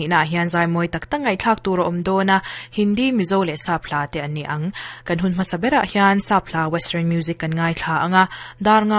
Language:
Mizo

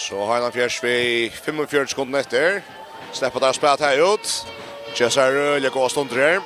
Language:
Faroese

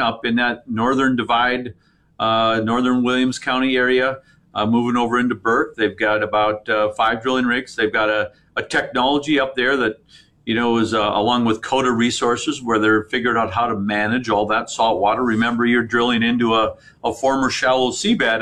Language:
English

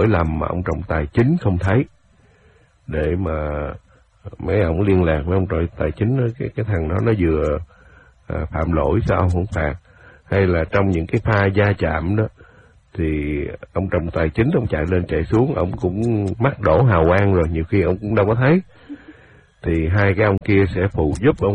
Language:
Vietnamese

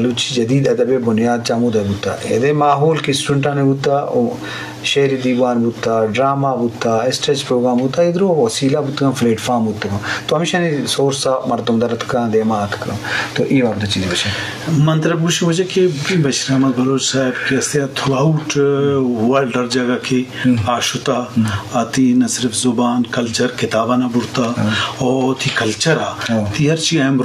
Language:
Eastern Balochi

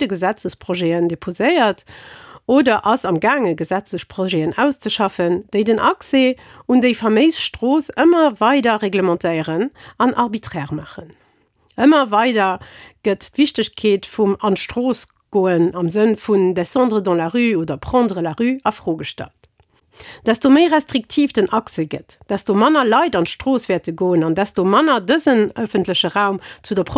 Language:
Luxembourgish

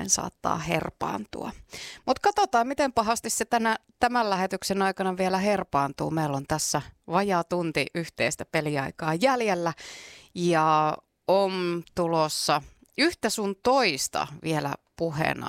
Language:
Finnish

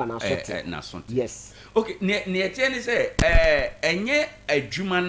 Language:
Akan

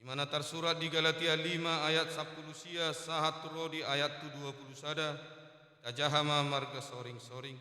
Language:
Batak Toba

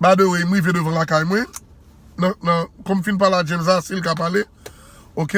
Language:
Haitian Creole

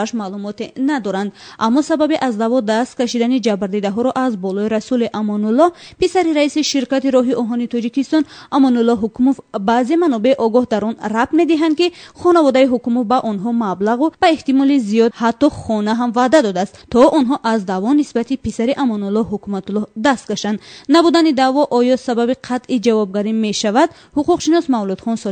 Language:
Tajik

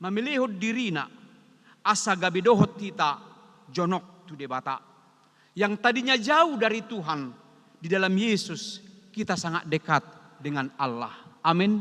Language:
Batak Toba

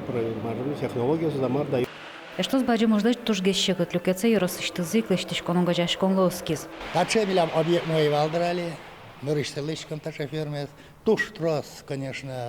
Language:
Udmurt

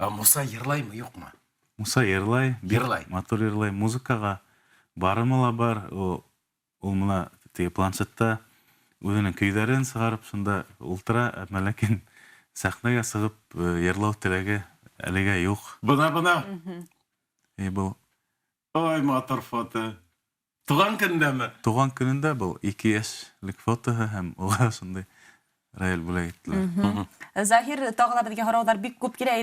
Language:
Bashkir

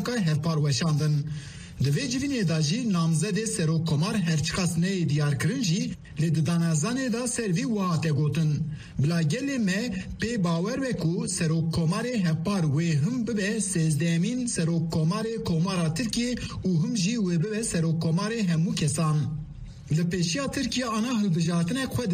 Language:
Kurdish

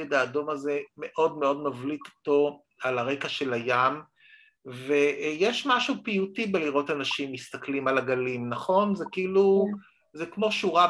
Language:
Hebrew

